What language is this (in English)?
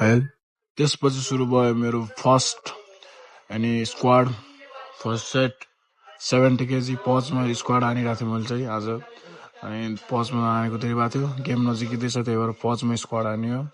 Nepali